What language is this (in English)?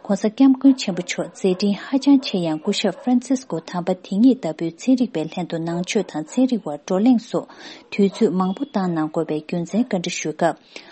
Tibetan